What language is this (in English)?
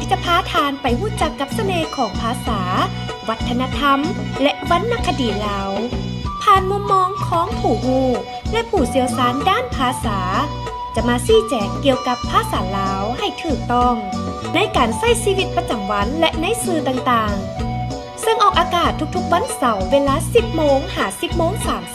Lao